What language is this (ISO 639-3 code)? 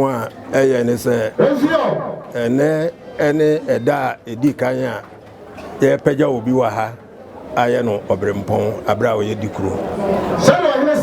aka